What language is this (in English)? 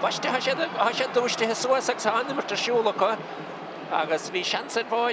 Irish